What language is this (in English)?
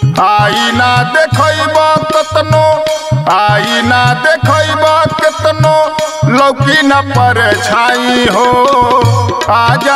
Bhojpuri